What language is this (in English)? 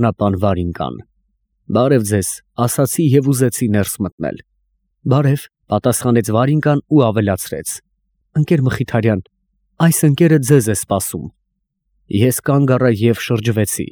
Armenian